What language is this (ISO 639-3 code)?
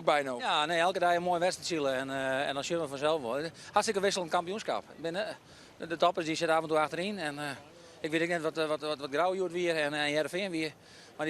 fry